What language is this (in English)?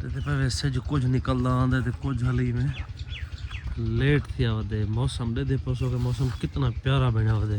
Saraiki